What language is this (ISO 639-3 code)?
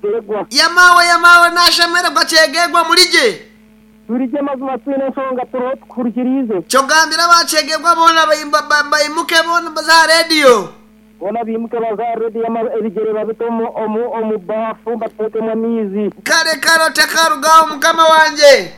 nyn